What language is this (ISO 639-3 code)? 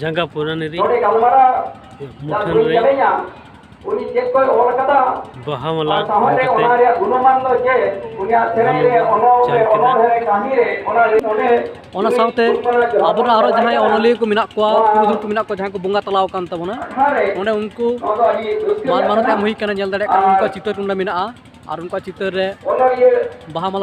sat